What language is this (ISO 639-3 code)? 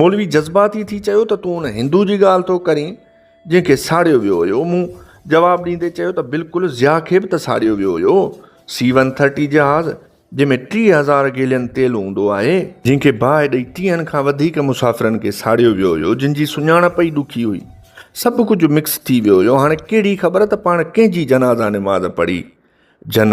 snd